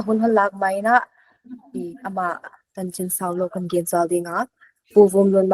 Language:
Paite Chin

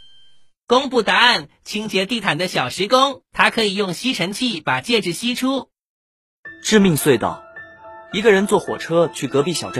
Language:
Chinese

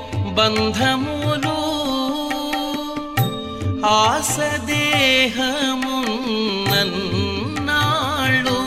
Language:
Telugu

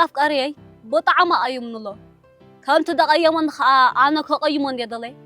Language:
Tigrinya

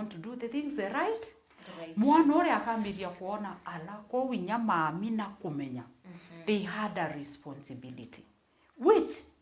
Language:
Meru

